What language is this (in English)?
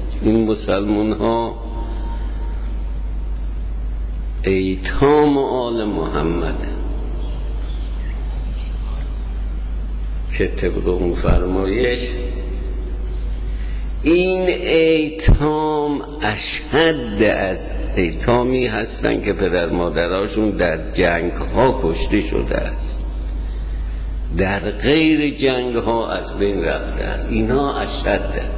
Persian